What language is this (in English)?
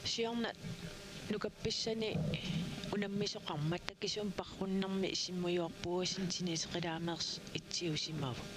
Kalaallisut